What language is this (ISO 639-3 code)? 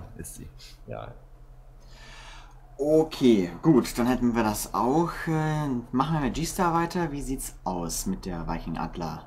deu